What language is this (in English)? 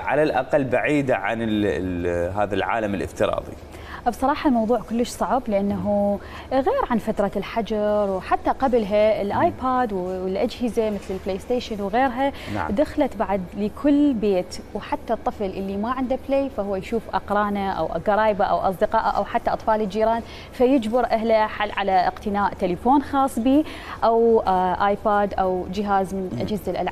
Mesopotamian Arabic